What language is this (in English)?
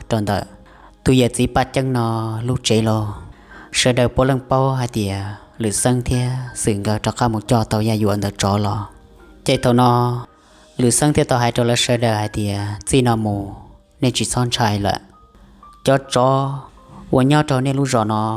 Hmong